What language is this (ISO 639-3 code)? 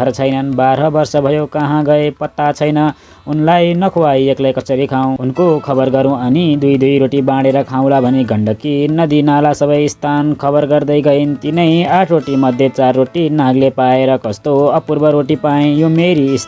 nep